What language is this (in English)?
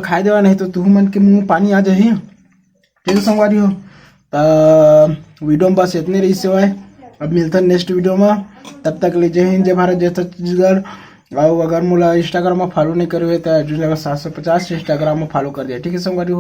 Chhattisgarhi